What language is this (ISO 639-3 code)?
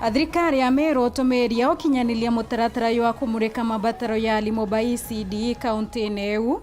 mer